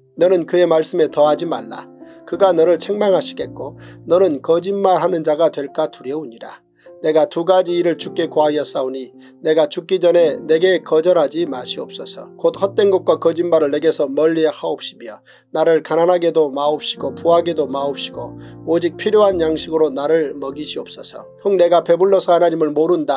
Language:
Korean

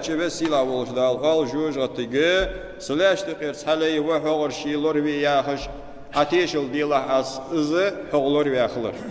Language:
Ingush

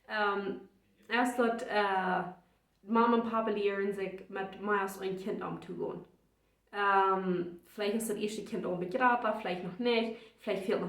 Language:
Plautdietsch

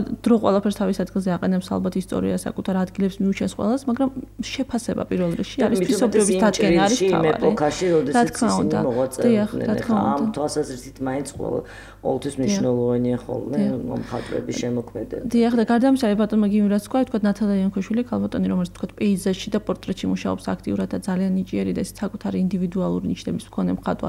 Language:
Georgian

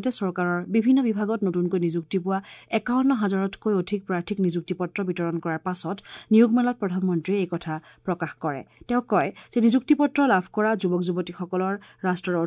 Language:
Assamese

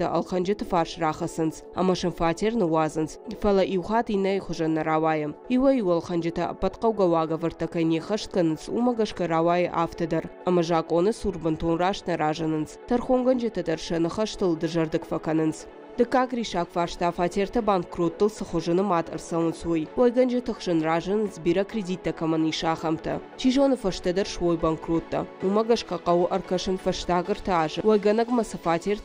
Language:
Ossetic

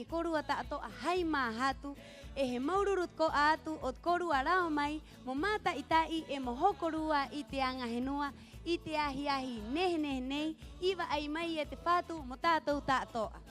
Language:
Rapanui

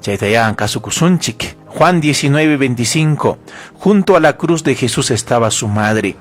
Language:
Ayacucho Quechua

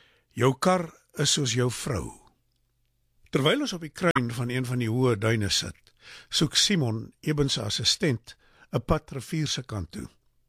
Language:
Afrikaans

